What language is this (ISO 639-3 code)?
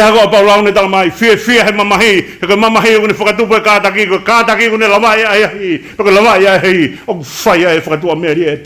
ton